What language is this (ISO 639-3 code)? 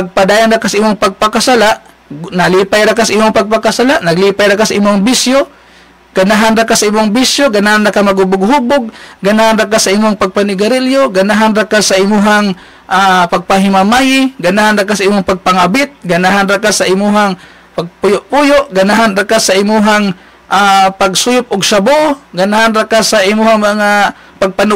ceb